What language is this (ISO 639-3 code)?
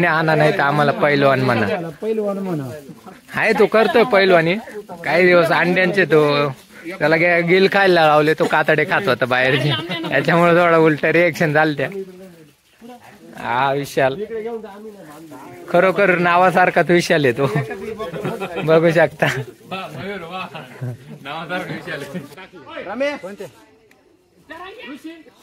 mar